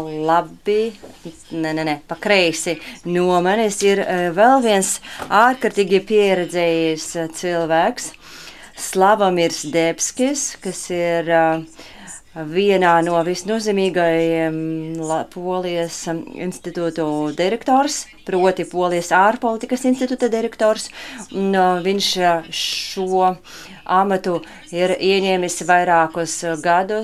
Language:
Latvian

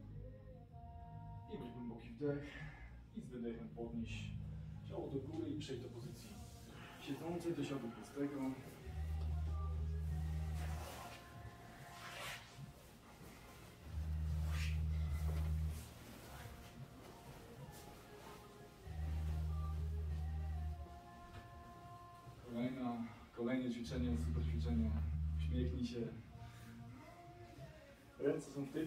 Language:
Polish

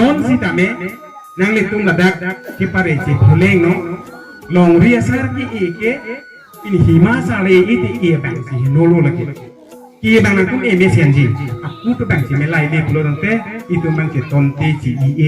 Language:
Karbi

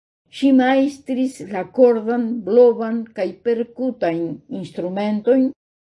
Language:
Esperanto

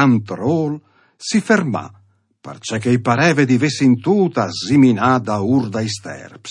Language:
Friulian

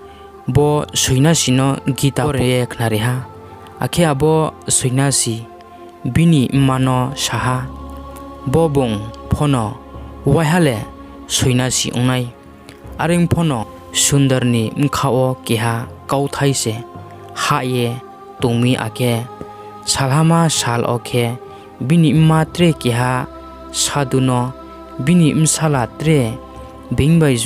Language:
Riang (India)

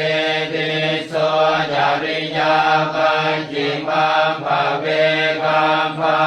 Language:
Pali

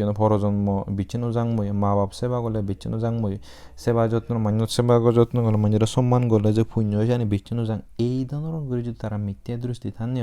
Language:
Chakma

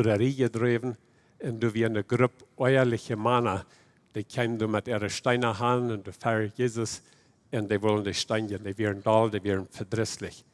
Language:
Plautdietsch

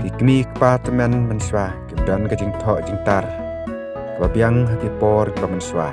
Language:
Khasi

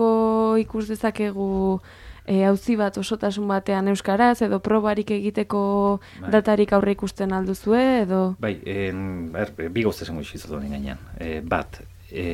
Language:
Basque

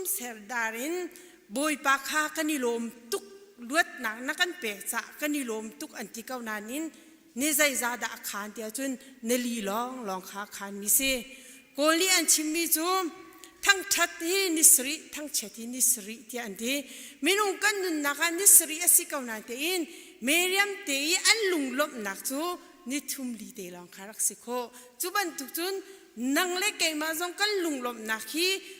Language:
Hakha Chin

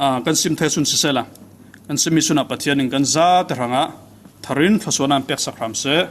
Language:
Falam Chin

